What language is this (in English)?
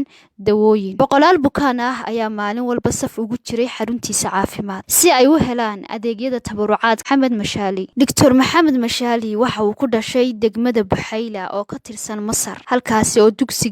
Somali